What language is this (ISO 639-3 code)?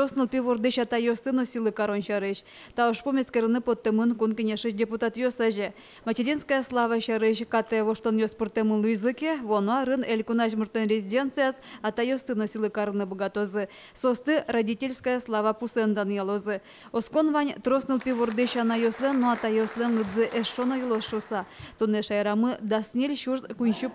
udm